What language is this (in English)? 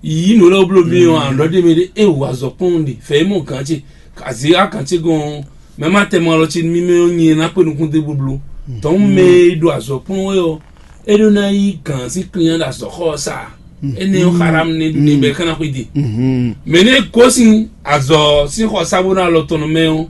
Fon